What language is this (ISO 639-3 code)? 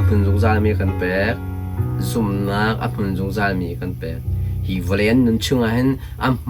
cnh